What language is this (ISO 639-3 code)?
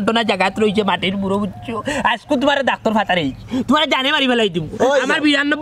syl